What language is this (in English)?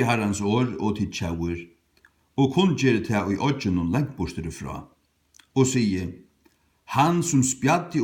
Faroese